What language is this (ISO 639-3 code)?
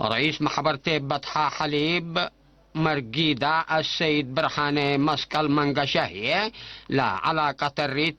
tig